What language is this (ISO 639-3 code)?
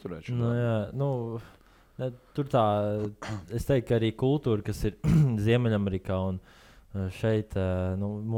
lav